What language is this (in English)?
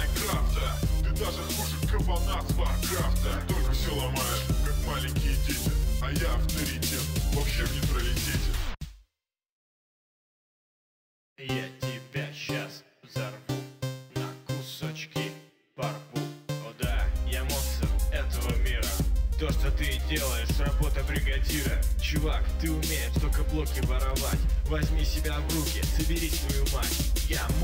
Russian